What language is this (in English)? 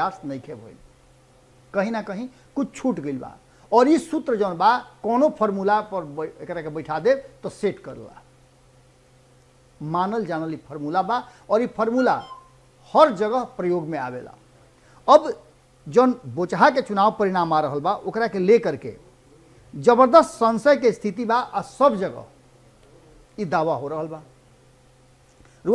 Bhojpuri